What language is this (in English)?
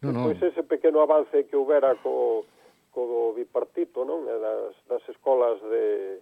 Galician